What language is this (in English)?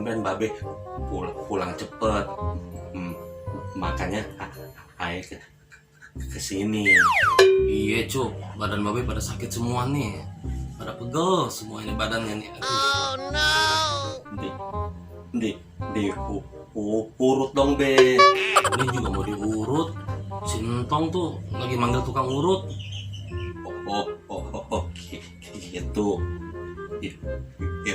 Betawi